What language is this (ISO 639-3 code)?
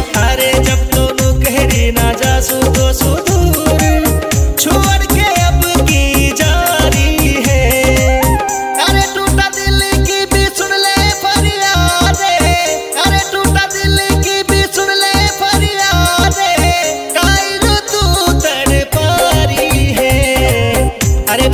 bgc